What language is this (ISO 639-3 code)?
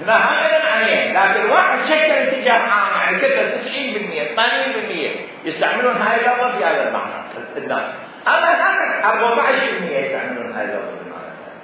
acm